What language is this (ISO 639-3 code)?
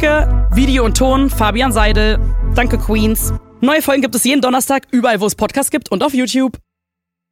deu